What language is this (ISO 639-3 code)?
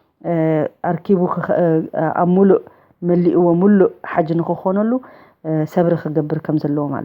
tir